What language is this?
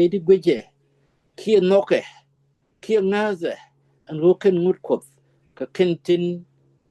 Nuer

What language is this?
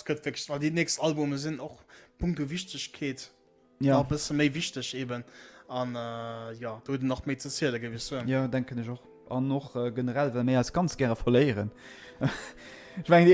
Luxembourgish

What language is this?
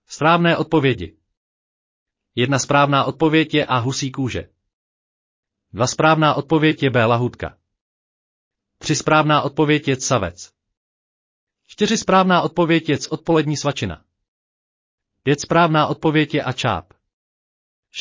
Czech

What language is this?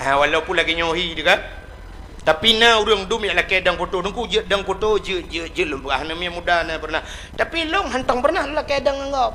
Achinese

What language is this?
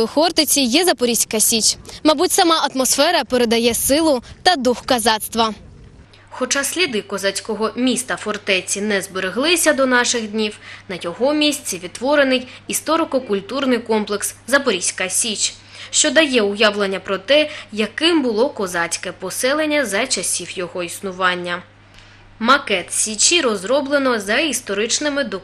Ukrainian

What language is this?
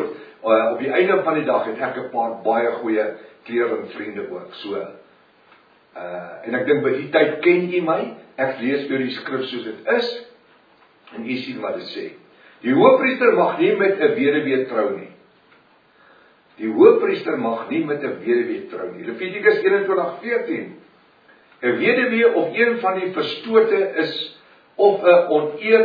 Afrikaans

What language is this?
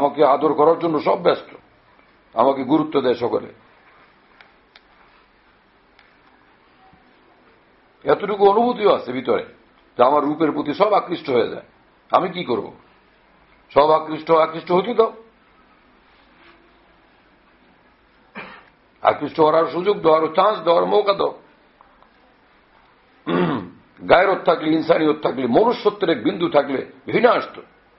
Bangla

